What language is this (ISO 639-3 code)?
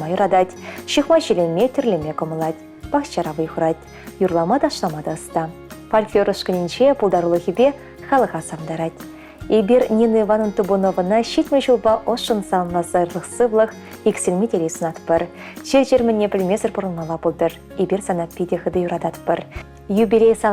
chv